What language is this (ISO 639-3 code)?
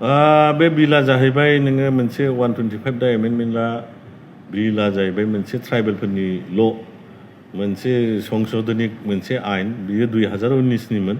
brx